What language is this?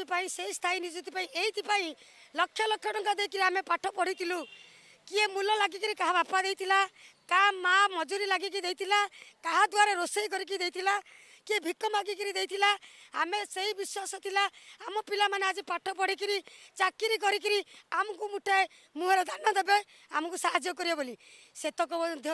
Odia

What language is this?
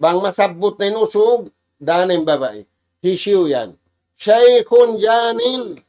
Tausug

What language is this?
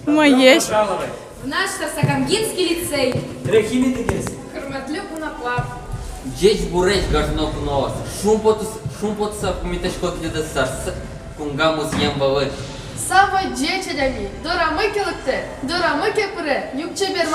Udmurt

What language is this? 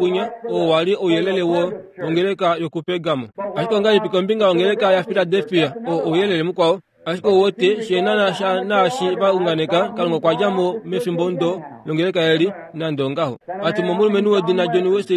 Kuanyama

